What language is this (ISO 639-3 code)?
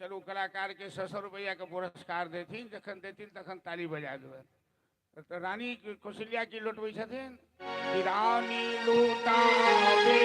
mai